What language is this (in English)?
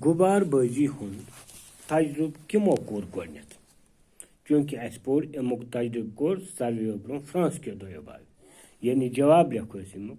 Kashmiri